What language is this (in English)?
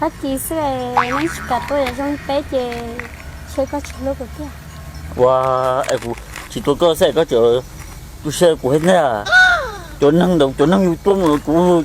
Hmong